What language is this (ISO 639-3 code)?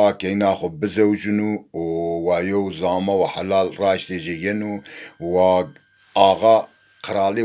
zza